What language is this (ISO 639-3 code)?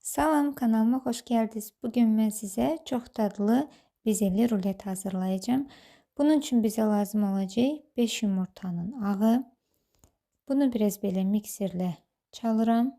aze